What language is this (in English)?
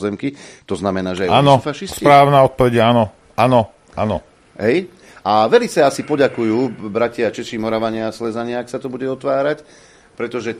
Slovak